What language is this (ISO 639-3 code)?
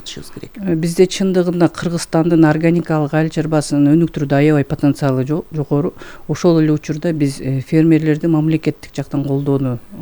kir